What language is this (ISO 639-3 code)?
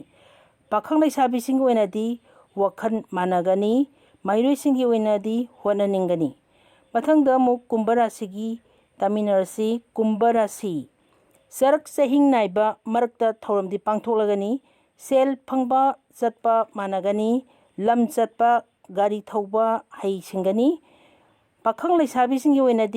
mni